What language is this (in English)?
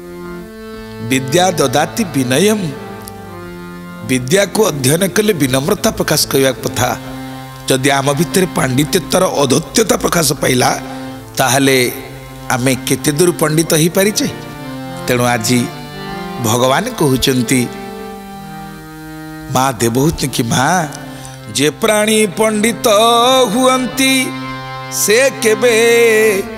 Odia